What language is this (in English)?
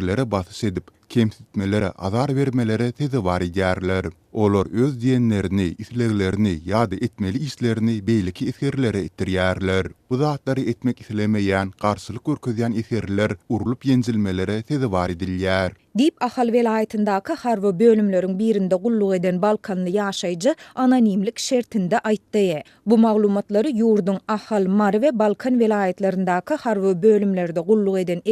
Turkmen